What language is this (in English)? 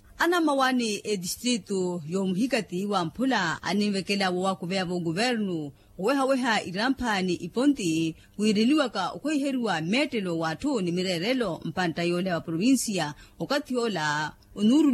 Makhuwa